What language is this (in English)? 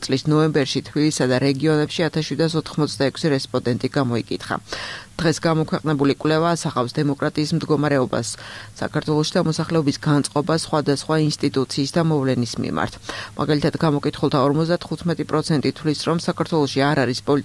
Georgian